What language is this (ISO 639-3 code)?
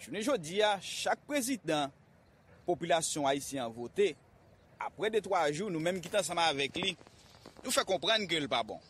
hat